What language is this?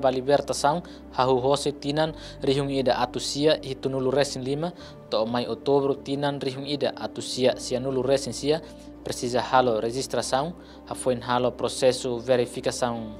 Tetum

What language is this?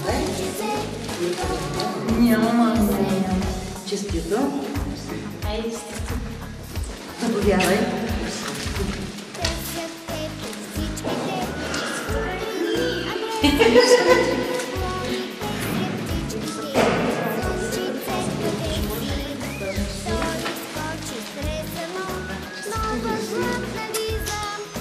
Bulgarian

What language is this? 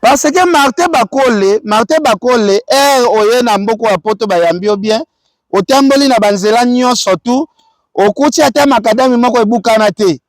Lingala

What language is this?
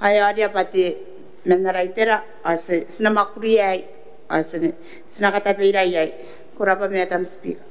Gilbertese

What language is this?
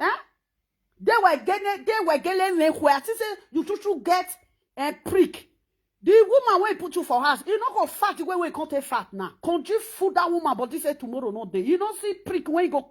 Nigerian Pidgin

